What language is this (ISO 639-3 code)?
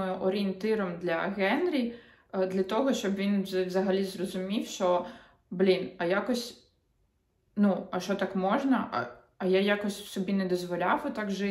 ukr